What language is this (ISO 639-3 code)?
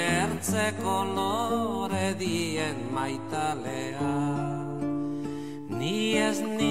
eus